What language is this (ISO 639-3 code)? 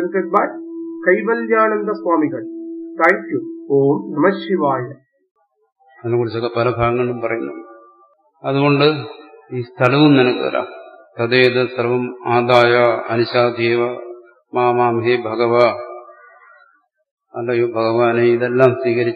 mal